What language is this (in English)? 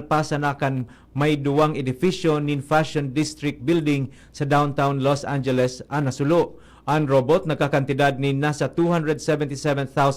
Bikol